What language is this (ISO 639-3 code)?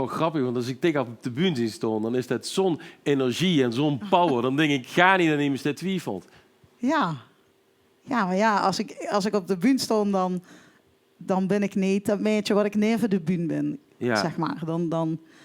lim